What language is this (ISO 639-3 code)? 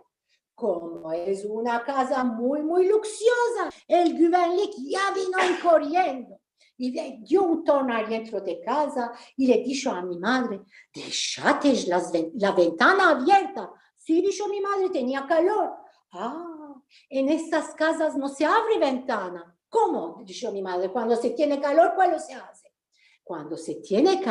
lad